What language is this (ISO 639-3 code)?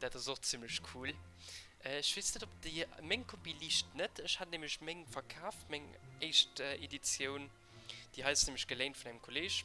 ltz